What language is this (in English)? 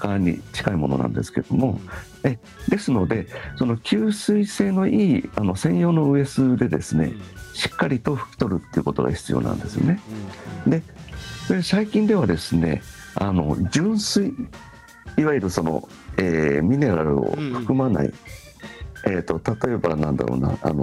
Japanese